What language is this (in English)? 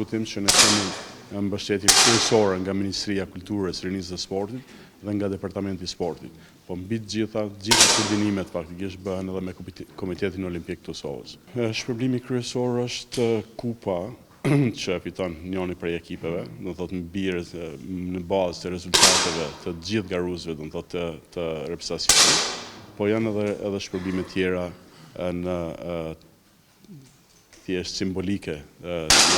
Albanian